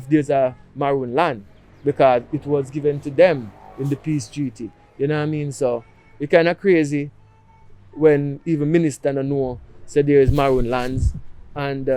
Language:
Jamaican Creole English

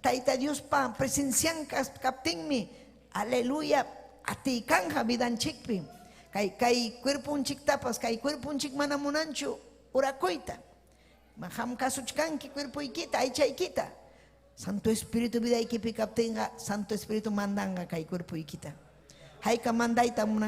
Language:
Ayacucho Quechua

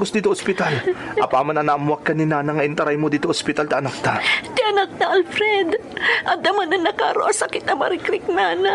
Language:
Iloko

